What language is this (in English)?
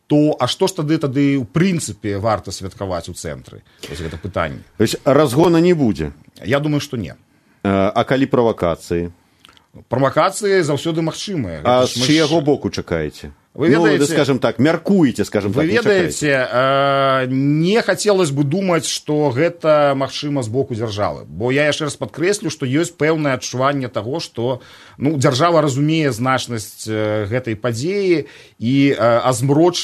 Belarusian